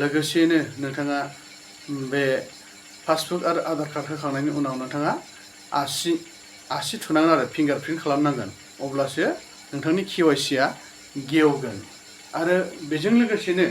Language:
Bodo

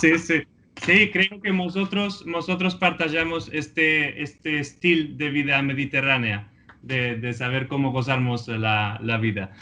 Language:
Ladino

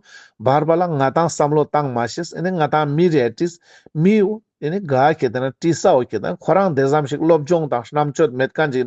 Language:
Ladakhi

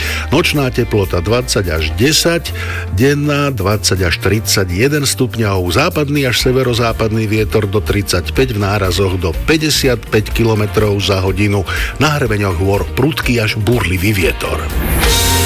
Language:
Slovak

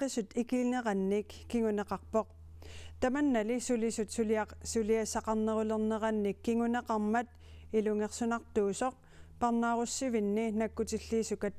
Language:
Kalaallisut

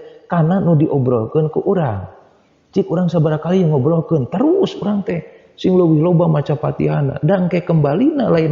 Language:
Sundanese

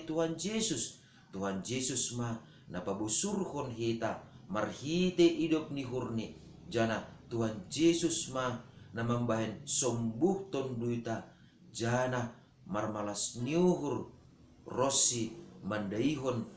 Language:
Batak Simalungun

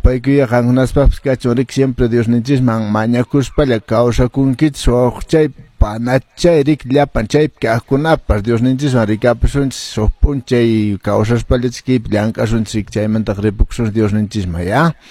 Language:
Quechua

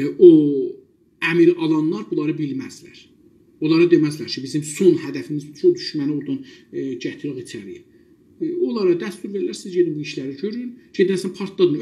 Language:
South Azerbaijani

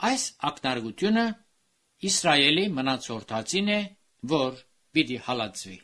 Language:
Armenian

